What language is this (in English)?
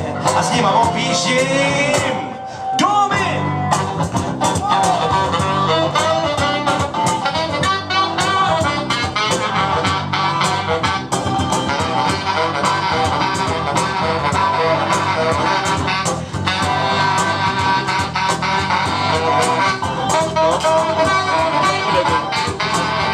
Czech